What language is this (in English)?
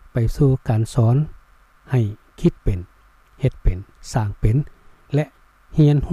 Lao